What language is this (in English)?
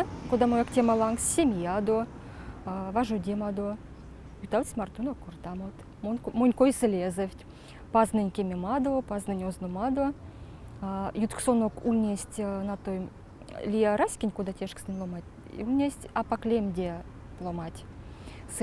Erzya